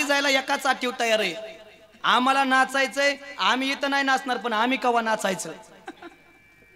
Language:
Marathi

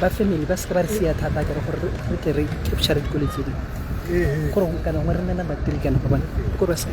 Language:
Tswana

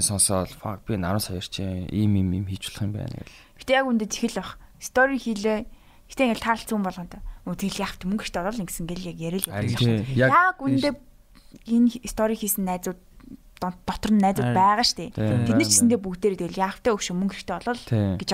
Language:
Mongolian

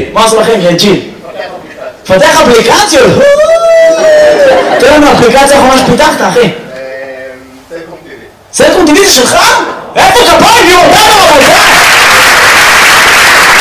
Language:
Hebrew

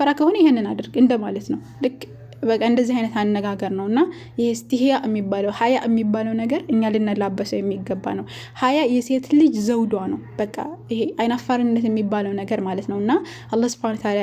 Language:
Amharic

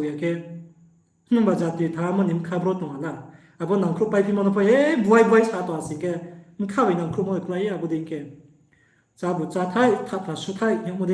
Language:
Riang (India)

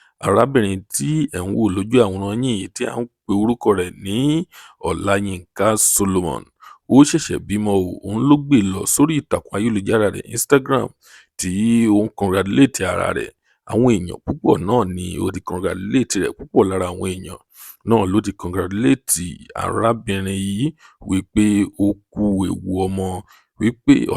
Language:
Yoruba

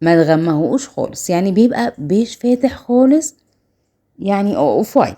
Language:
Egyptian Arabic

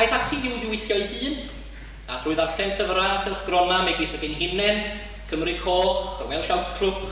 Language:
Welsh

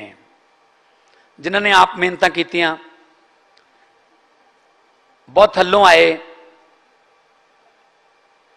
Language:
Punjabi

